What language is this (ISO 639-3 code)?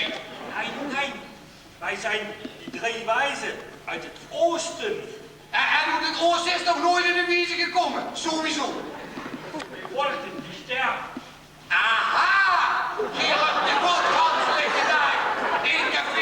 lim